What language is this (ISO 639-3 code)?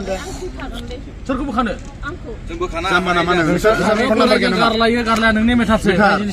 brx